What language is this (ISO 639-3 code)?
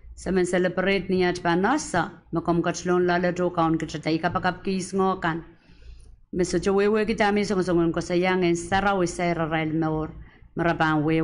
pon